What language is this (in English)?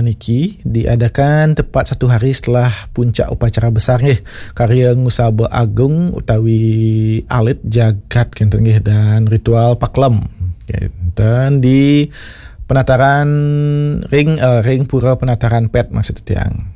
Balinese